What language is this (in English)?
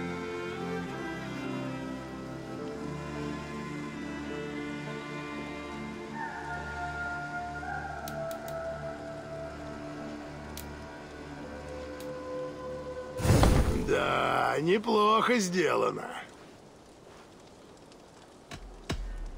Russian